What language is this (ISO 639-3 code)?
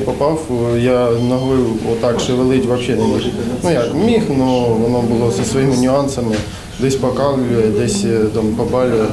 ukr